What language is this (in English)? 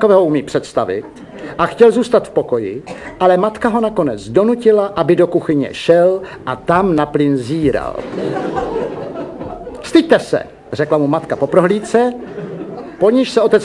Czech